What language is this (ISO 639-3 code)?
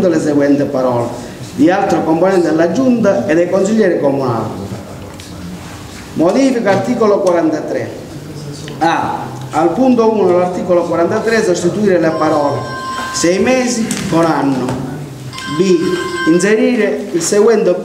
ita